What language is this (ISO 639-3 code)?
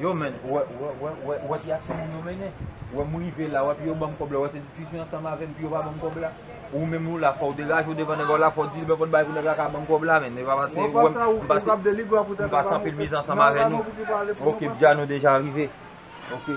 hat